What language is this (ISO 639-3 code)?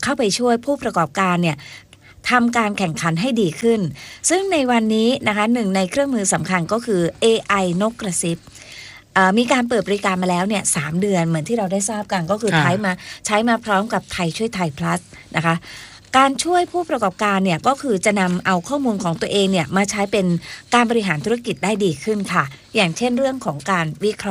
tha